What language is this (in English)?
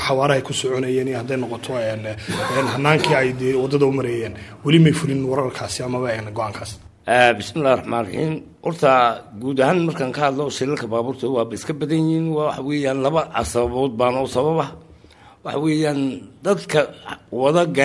Somali